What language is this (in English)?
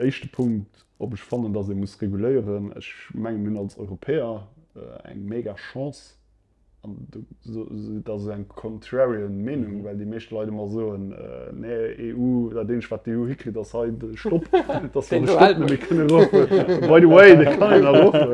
Luxembourgish